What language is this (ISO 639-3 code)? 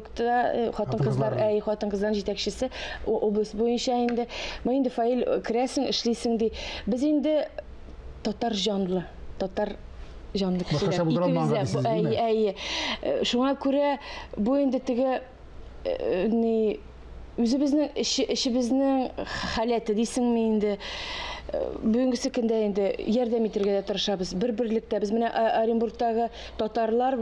tat